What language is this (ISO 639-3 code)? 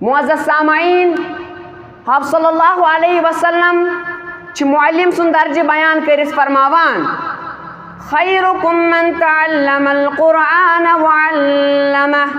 kas